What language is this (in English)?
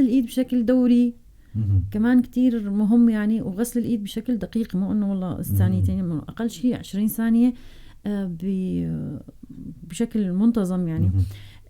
North Levantine Arabic